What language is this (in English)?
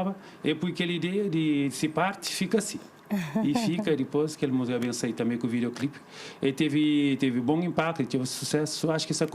Kabuverdianu